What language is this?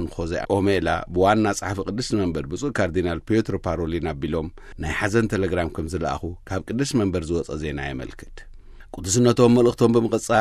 Tigrinya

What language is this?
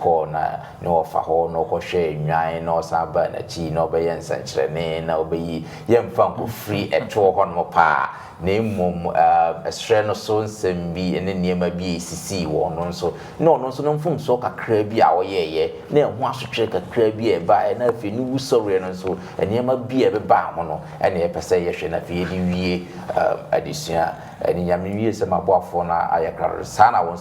Akan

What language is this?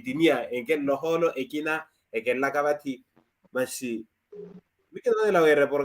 Makhuwa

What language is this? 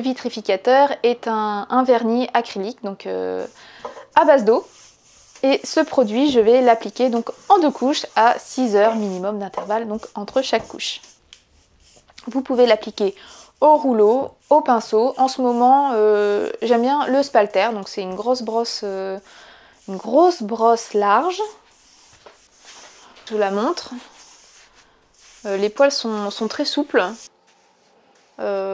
French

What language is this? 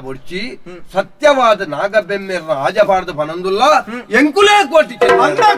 Tulu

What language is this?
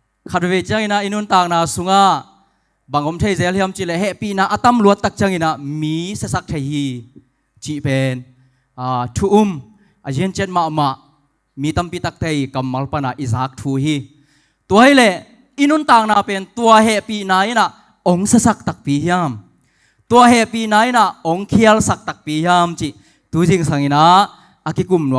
Tedim Chin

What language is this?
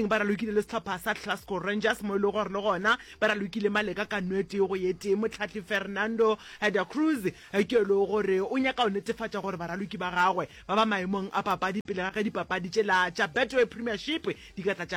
Northern Sotho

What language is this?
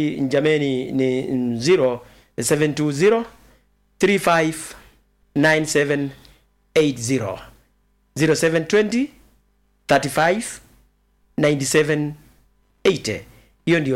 Swahili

